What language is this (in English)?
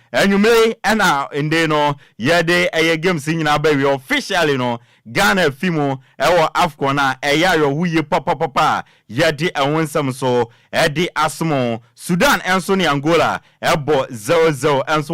Akan